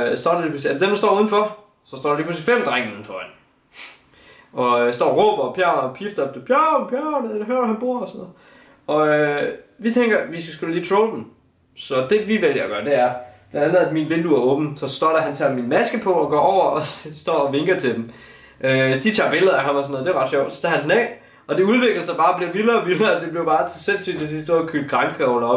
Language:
Danish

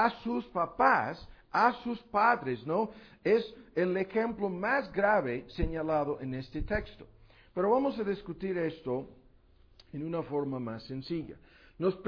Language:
Spanish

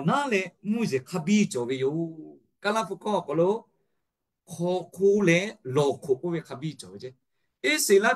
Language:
Lahu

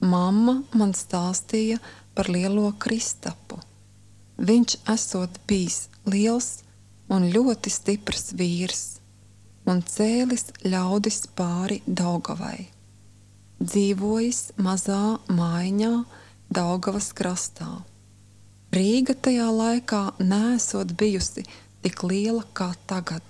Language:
Latvian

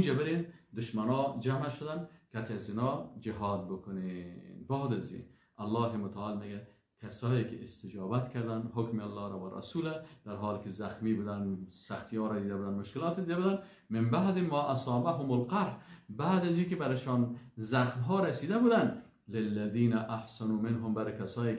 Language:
Persian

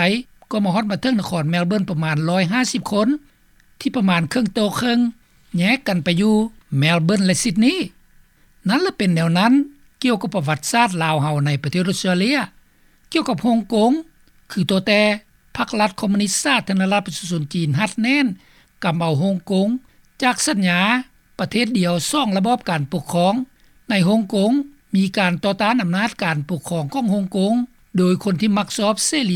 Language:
Lao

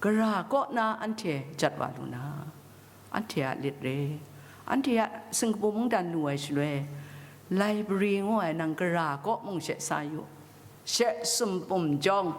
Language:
Kachin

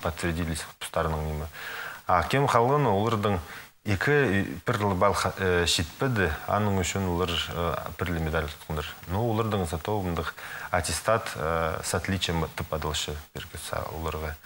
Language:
Khakas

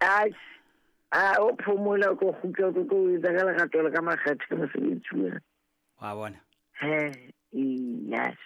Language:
Southern Sotho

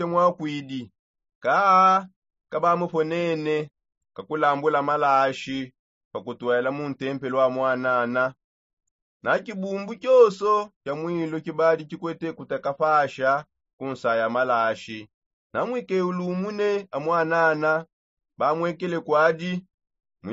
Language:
Songe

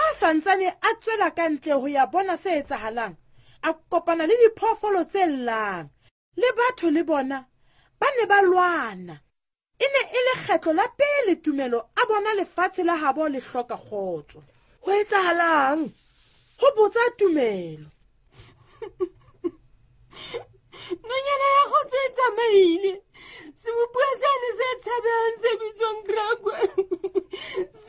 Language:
Southern Sotho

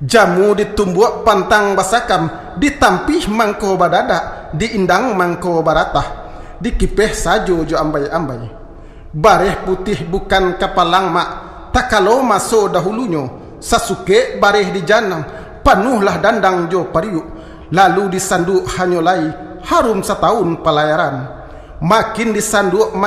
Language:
Minangkabau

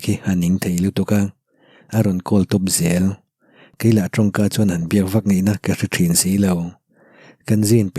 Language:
Mizo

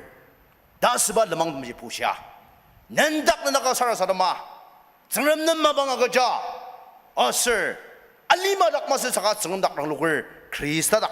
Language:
Ao Naga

